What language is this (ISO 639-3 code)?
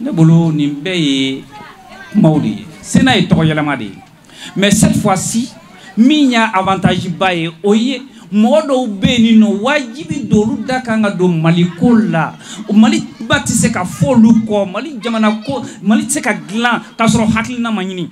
bam